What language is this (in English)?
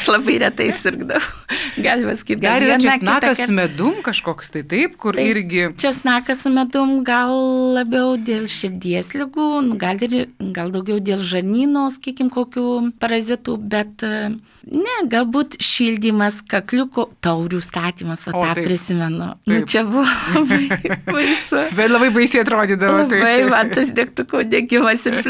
Lithuanian